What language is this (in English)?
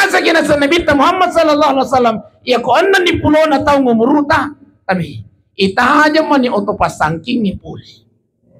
Buginese